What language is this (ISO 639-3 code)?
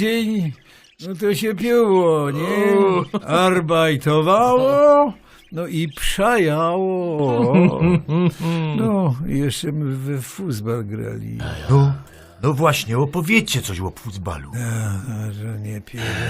szl